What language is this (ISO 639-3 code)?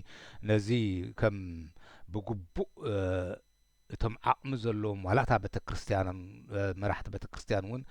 tir